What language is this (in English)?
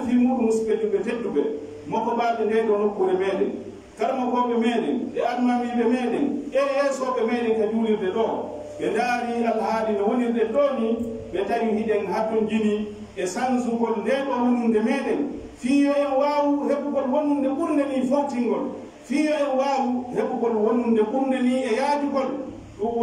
Pular